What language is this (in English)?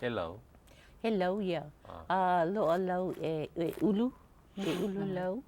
Hawaiian